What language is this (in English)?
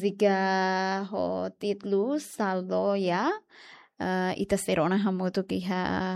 Tetum